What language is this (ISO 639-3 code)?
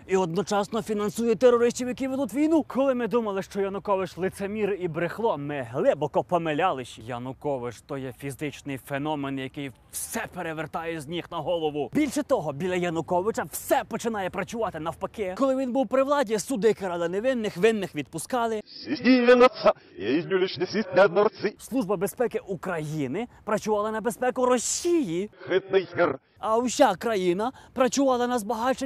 ukr